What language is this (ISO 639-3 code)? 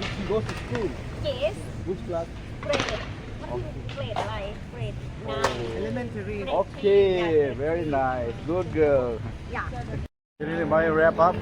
trp